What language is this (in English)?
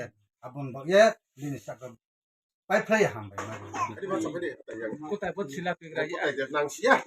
Kok Borok